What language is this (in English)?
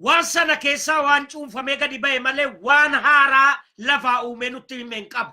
Oromo